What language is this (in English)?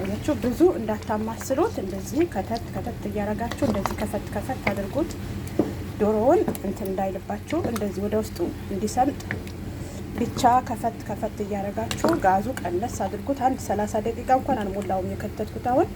Amharic